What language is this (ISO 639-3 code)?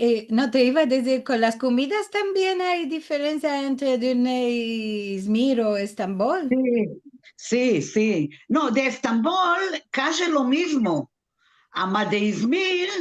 lad